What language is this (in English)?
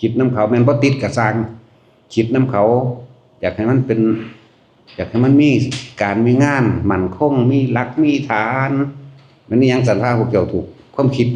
Lao